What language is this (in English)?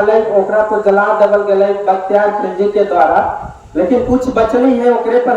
Magahi